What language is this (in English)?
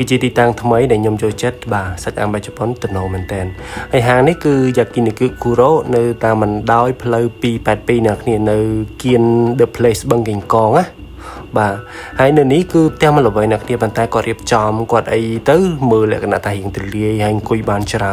Khmer